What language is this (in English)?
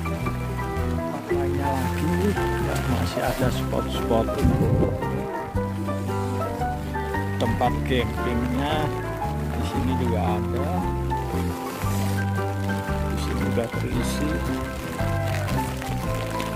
Indonesian